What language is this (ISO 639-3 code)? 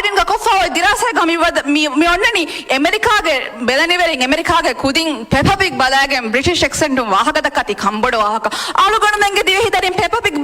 div